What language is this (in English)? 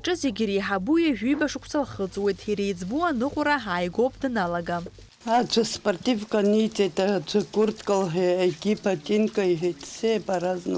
Abkhazian